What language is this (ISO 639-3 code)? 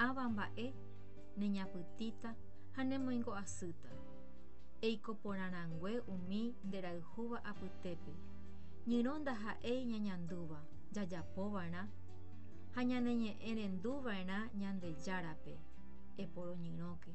grn